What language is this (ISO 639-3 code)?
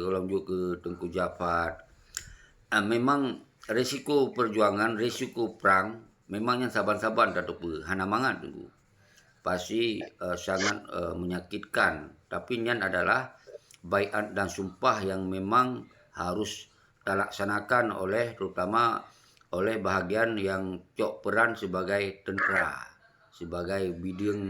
ace